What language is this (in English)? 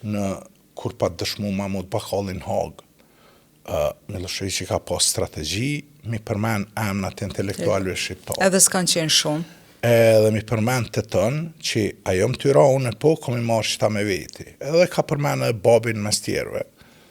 Albanian